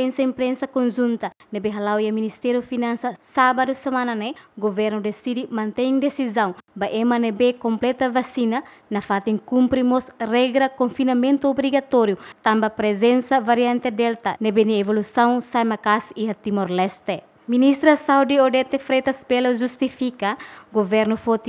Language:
Tetum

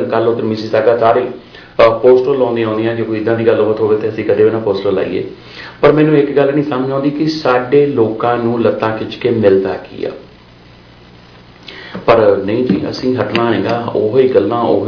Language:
Punjabi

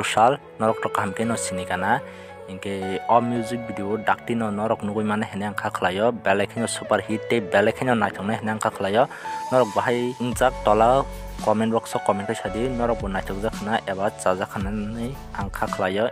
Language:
Kok Borok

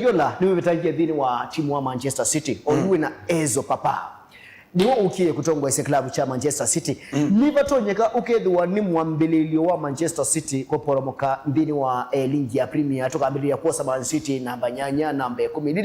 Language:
Kamba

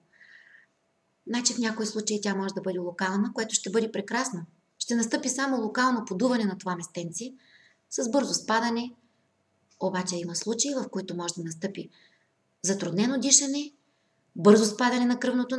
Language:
Bulgarian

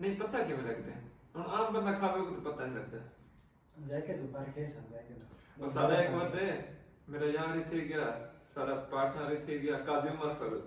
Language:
Saraiki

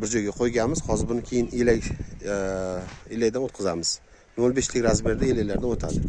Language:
Uzbek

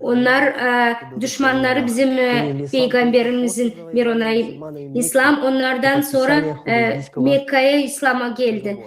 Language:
Gagauz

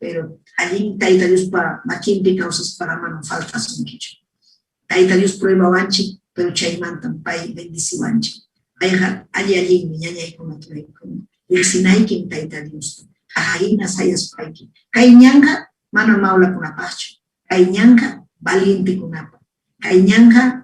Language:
Ayacucho Quechua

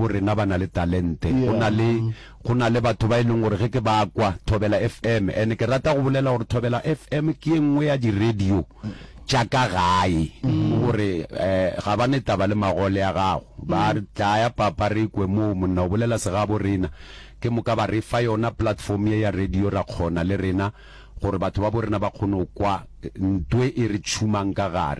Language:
Northern Sotho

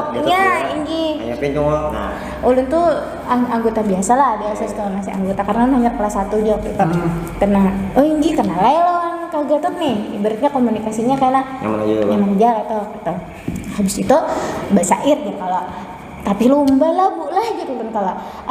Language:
Banjar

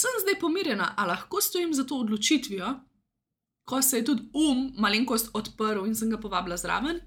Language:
Slovenian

